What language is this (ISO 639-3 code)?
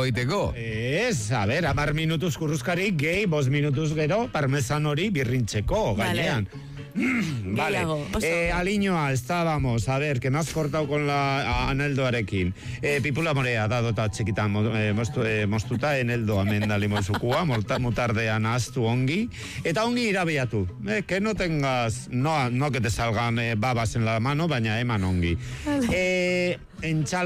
eus